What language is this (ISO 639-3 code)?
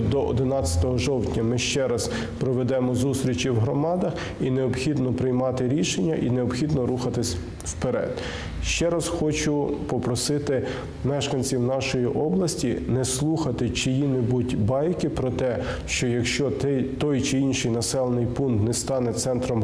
ukr